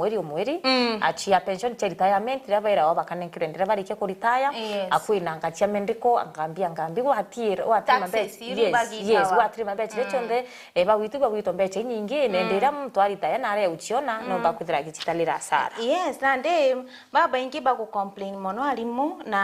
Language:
Meru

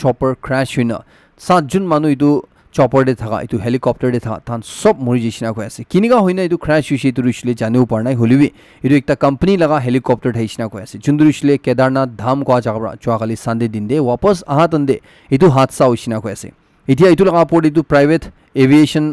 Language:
Naga Pidgin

